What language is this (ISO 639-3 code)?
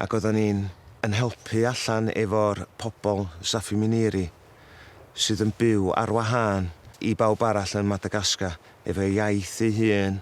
cym